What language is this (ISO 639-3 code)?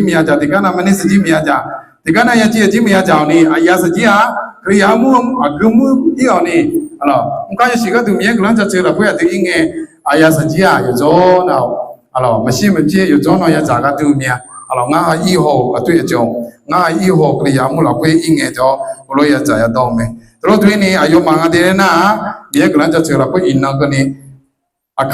ahk